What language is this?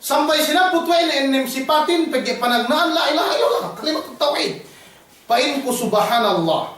Yakan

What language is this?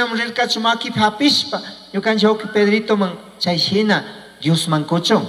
Chimborazo Highland Quichua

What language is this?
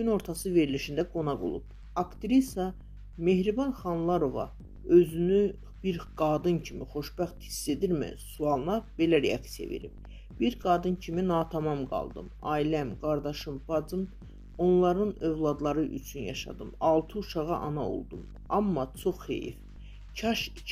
Azerbaijani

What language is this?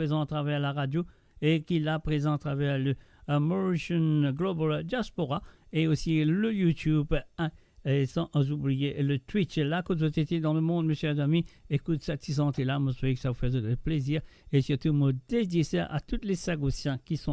Morisyen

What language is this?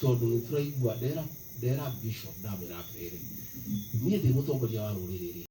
Kikuyu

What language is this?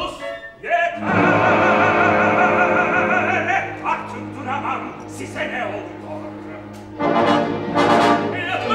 Turkish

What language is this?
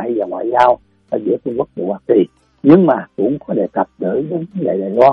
Vietnamese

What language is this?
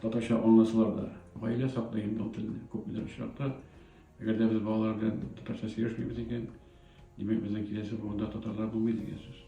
Tatar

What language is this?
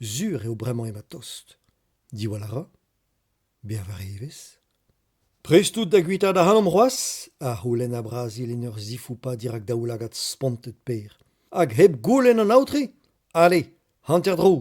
Breton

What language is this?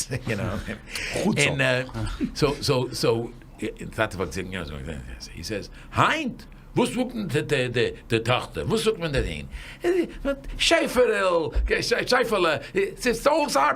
Yiddish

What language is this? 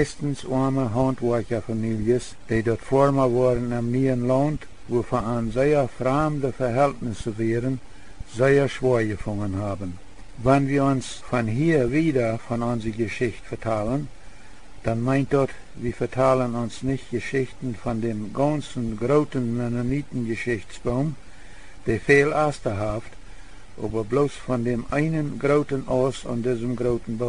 Plautdietsch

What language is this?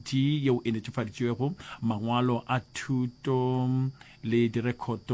Northern Sotho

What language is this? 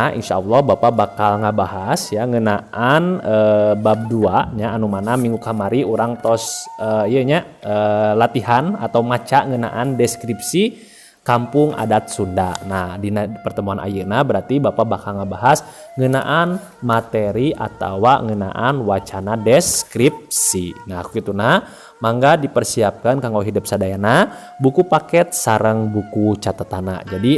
Sundanese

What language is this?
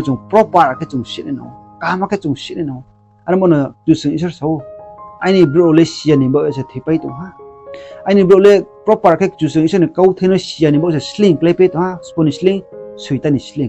Riang (India)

